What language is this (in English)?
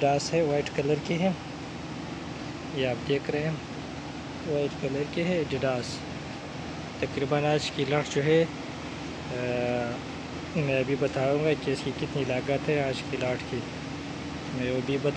Urdu